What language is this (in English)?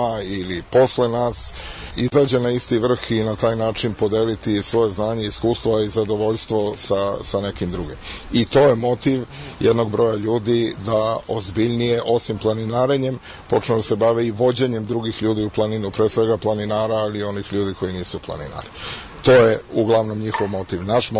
Serbian